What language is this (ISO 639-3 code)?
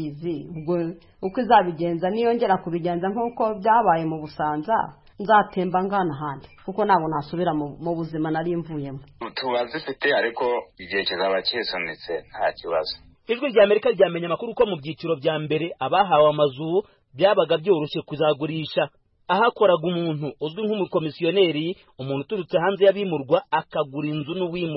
kin